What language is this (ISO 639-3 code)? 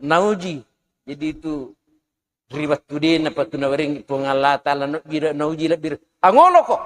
bug